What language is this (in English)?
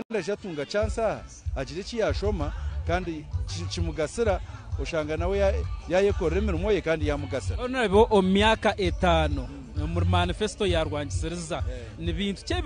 Nyankole